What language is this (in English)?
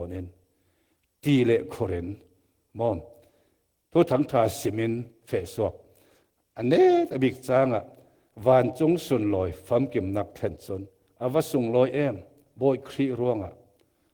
Falam Chin